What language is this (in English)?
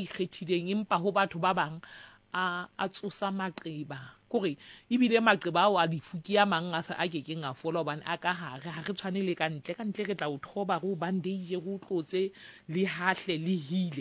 Southern Sotho